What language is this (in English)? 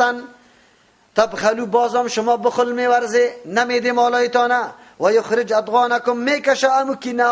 Persian